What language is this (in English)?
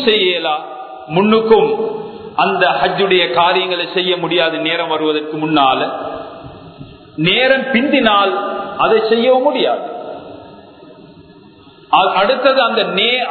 Tamil